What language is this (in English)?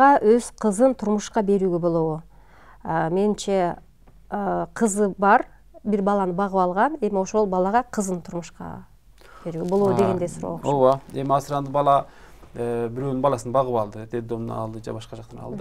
Kyrgyz